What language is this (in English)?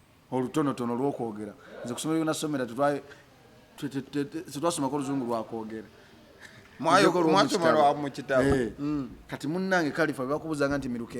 Ganda